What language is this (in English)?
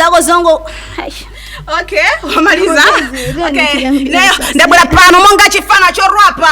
Nyanja